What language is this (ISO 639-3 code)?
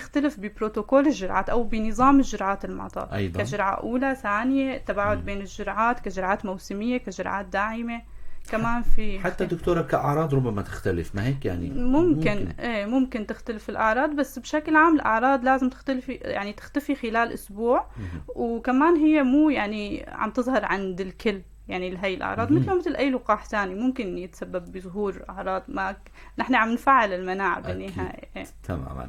apc